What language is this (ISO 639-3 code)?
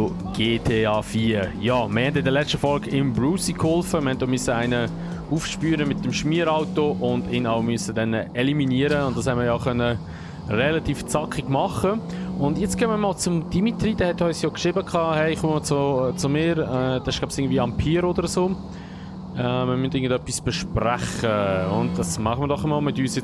gsw